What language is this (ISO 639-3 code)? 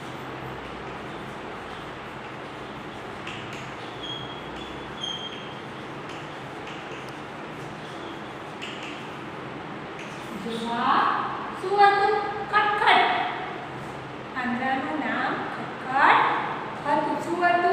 guj